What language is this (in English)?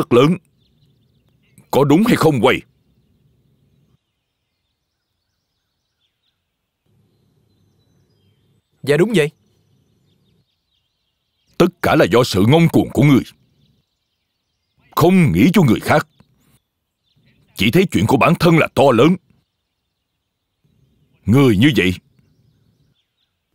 Vietnamese